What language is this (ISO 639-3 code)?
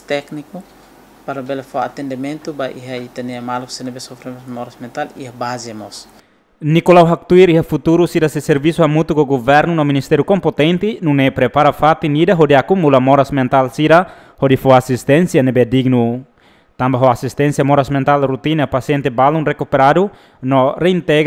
tet